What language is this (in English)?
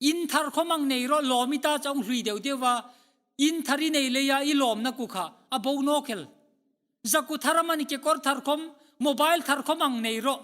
Hmar